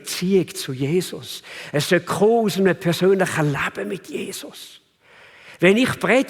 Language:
Swiss German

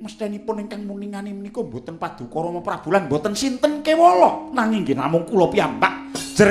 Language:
Javanese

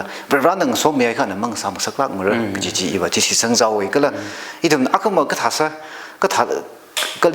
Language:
Tangkhul Naga (India)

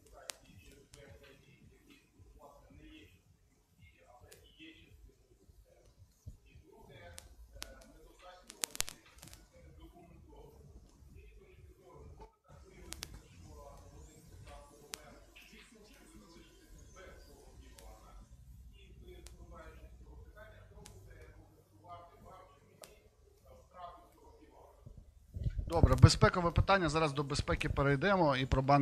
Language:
Ukrainian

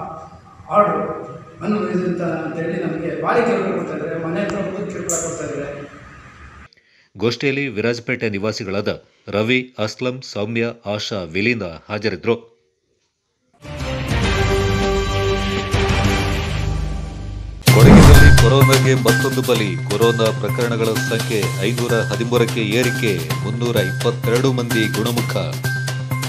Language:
Kannada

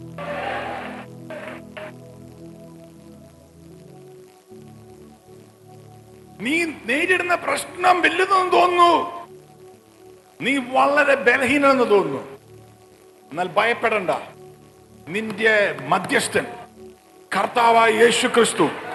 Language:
Malayalam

